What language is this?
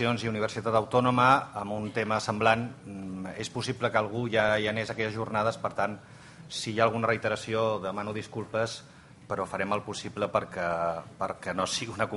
Catalan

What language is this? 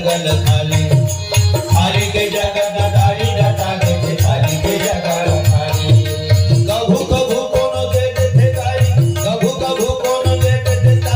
Chhattisgarhi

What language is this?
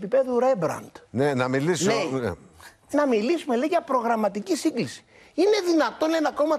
Greek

